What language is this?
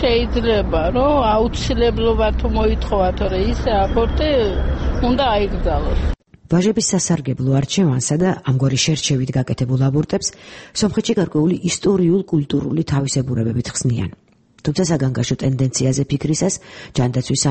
Georgian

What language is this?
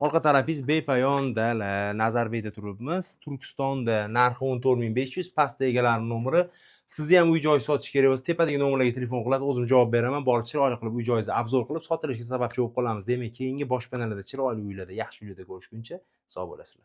Uzbek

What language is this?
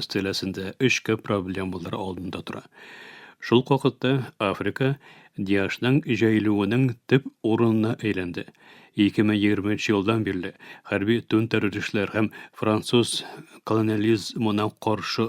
Tatar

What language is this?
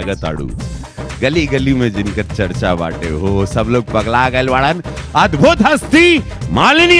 Bhojpuri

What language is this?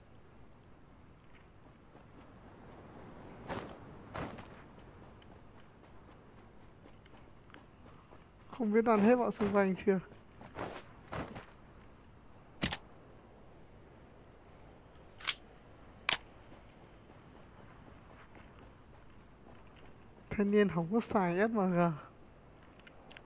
Vietnamese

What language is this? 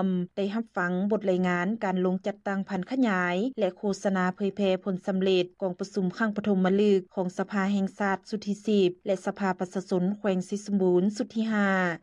Lao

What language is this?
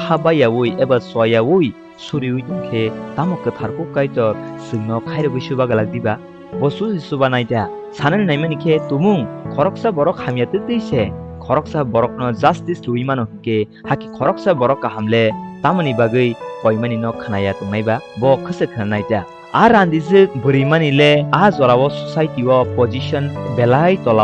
Kok Borok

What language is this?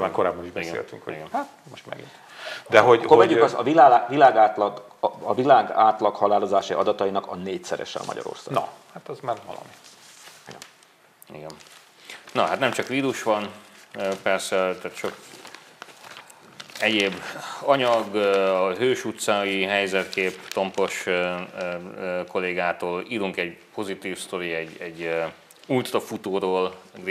Hungarian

